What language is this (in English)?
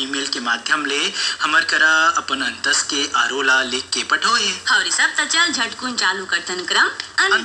Chhattisgarhi